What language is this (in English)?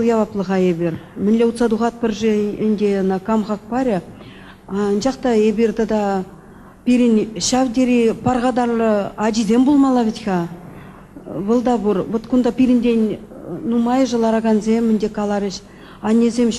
Chuvash